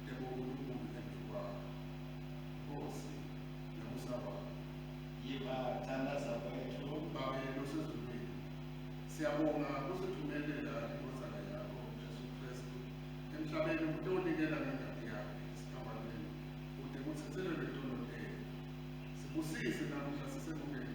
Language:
Swati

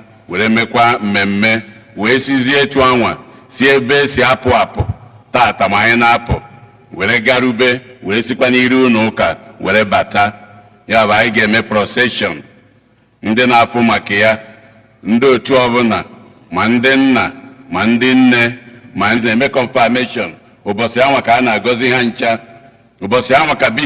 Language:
Igbo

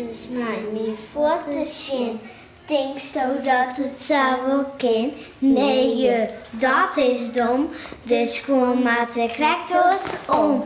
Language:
Western Frisian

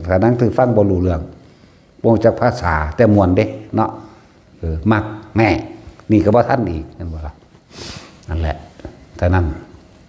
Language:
Northeastern Thai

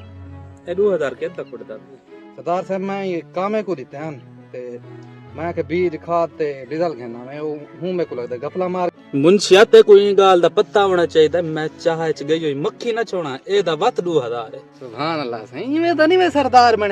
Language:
Saraiki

